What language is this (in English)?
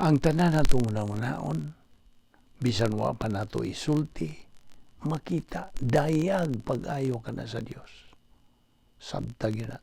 Cebuano